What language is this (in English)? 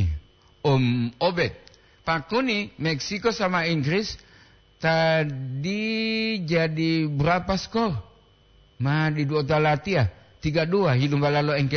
Gorontalo